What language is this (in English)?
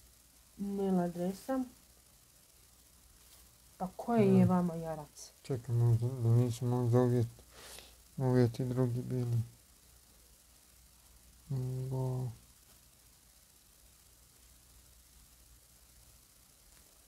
Croatian